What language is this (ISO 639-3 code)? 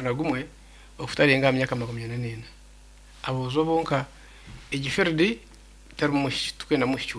nyn